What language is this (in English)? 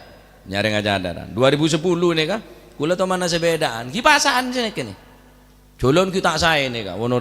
Madurese